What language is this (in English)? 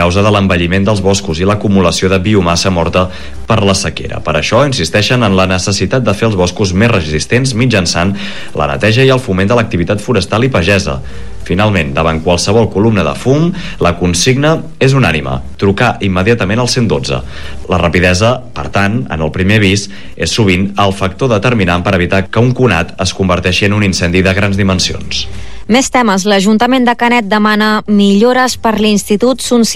Catalan